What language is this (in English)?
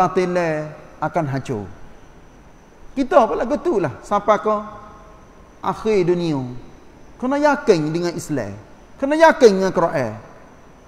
Malay